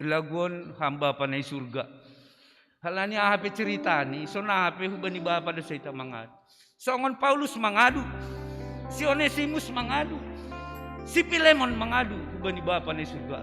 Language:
Batak Simalungun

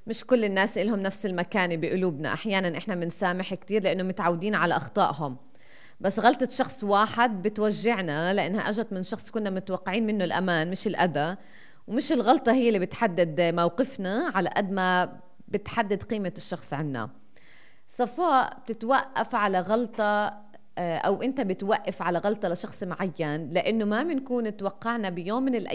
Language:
North Levantine Arabic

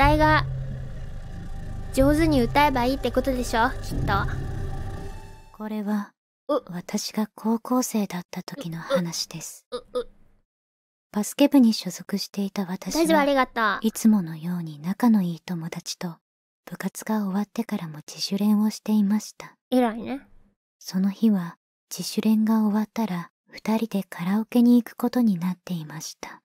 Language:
Japanese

